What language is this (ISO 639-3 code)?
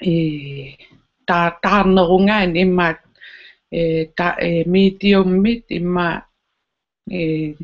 kal